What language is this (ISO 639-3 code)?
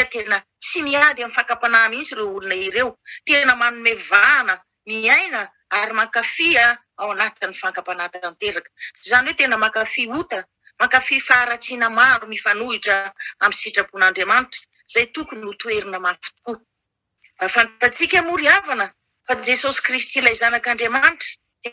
mlg